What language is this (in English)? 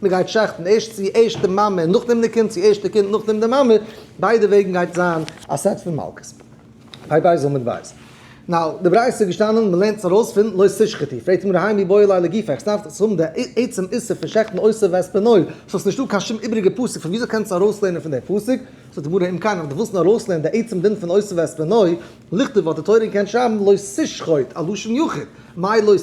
Yiddish